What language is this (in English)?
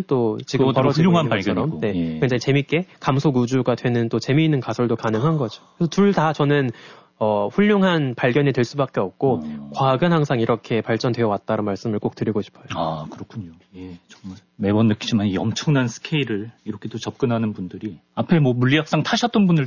Korean